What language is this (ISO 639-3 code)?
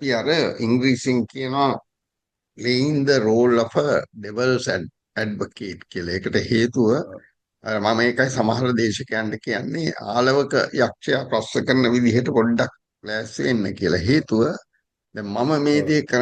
sin